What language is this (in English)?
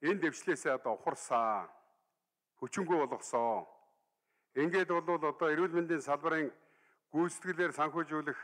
Mongolian